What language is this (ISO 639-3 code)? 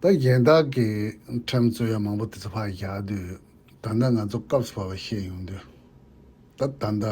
bod